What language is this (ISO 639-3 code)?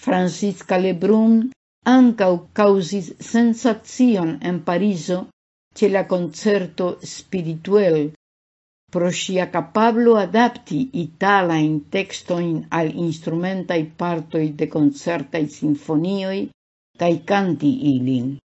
epo